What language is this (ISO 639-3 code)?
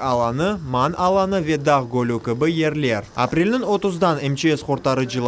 crh